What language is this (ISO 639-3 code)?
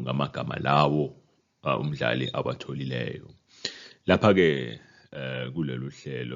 zul